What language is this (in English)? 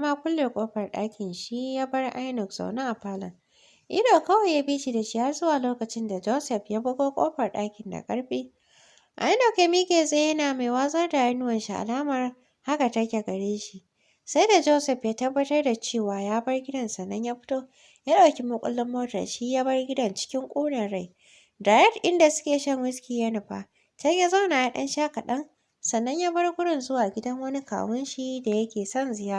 Hausa